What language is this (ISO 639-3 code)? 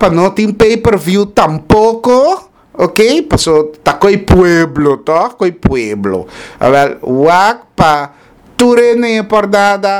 pap